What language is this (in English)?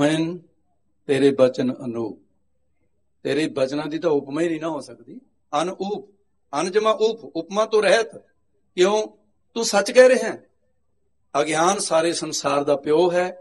Punjabi